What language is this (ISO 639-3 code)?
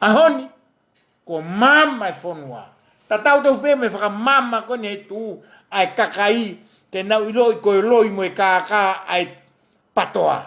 ton